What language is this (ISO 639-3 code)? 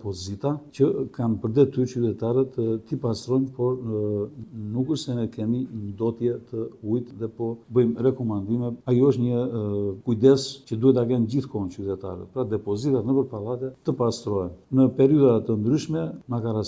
sqi